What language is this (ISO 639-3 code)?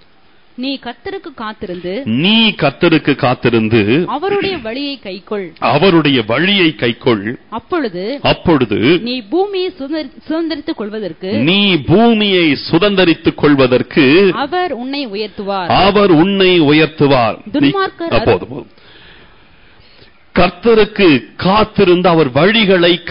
tam